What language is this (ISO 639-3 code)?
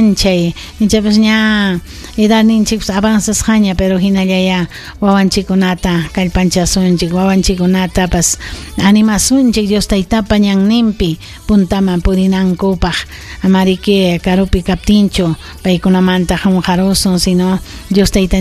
quy